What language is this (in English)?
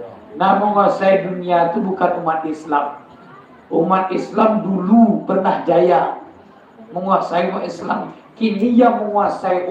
Minangkabau